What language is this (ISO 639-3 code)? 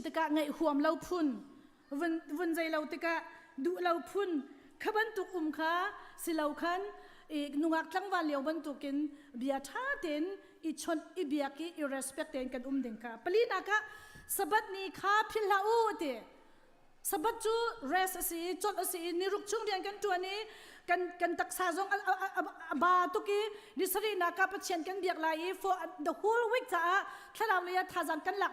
cnh